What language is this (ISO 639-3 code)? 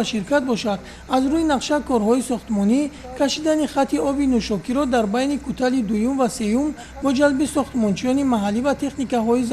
tgk